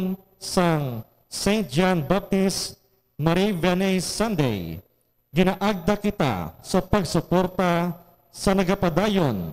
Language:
Hiligaynon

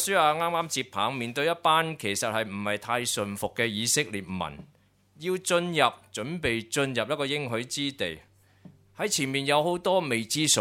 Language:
Cantonese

